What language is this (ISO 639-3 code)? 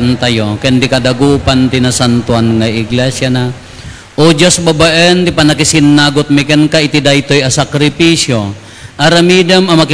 ilo